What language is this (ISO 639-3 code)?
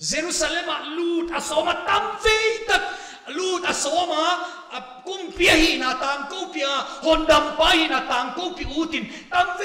pck